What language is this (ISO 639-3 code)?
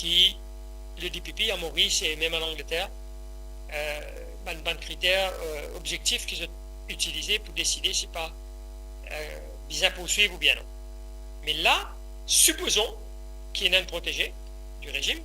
mfe